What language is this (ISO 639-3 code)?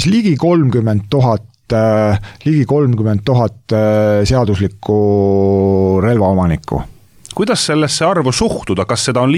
est